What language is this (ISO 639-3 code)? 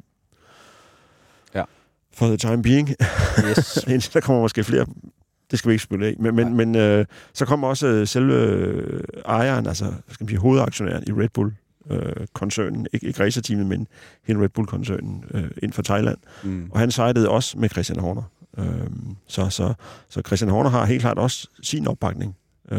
dan